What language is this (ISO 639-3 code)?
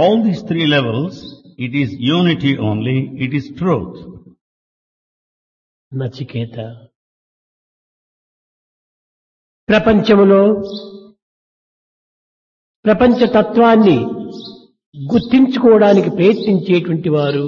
tel